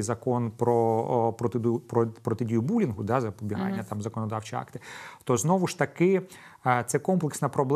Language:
Ukrainian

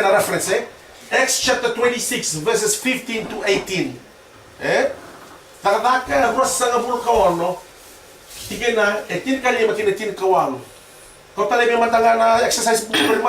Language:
Fijian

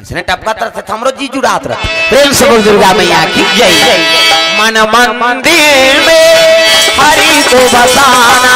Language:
Chhattisgarhi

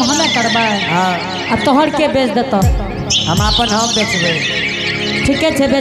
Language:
Angika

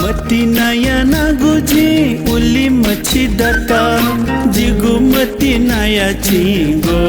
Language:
Newari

